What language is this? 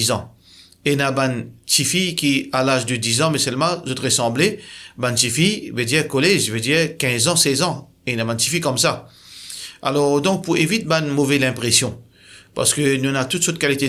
Morisyen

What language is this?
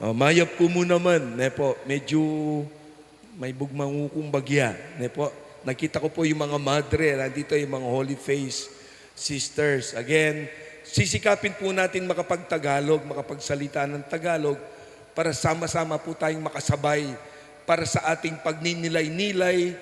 Pampanga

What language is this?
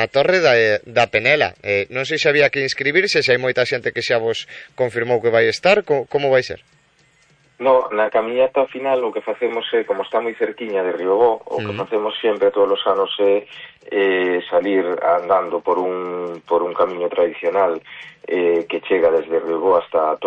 Galician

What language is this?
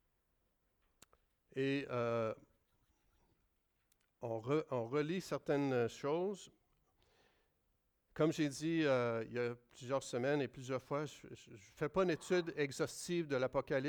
French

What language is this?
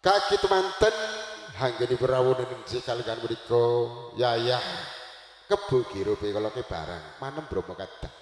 Javanese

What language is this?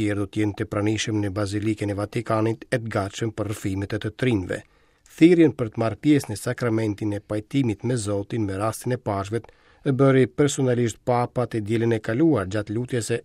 Albanian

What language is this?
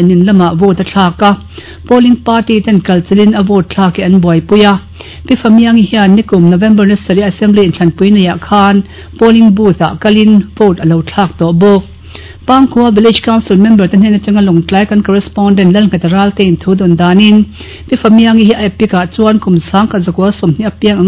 Mizo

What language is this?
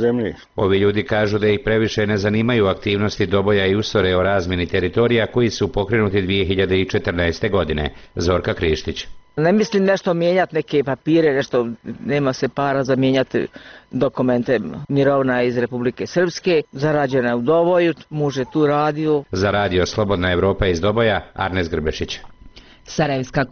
Bosnian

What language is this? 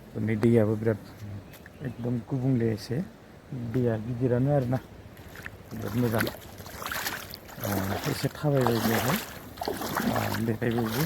Bodo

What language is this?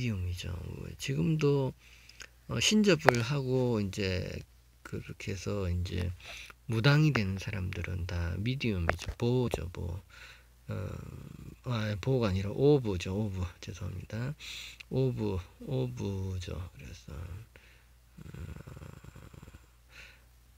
Korean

